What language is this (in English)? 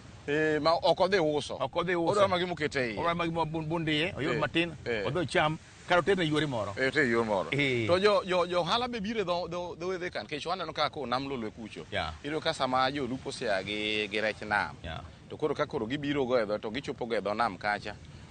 Luo (Kenya and Tanzania)